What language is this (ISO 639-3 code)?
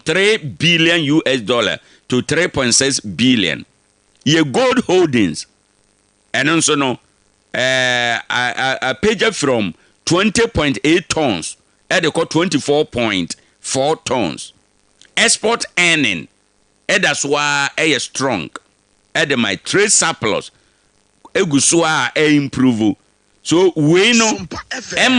aka